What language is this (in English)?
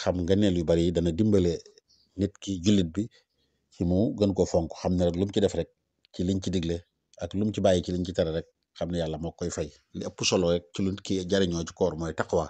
Wolof